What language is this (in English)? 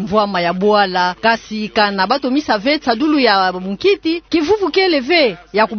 Kituba (Democratic Republic of Congo)